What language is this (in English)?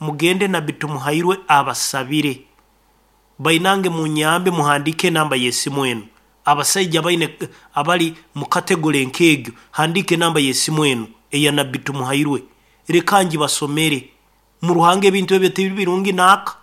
Nyankole